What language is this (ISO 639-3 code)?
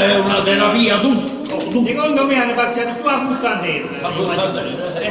nap